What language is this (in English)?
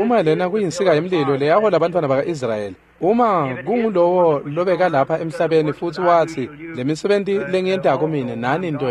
Swati